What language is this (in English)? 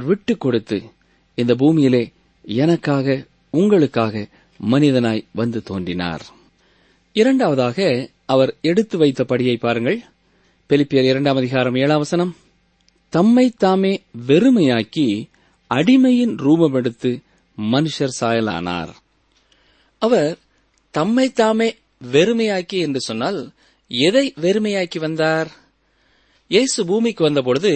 Tamil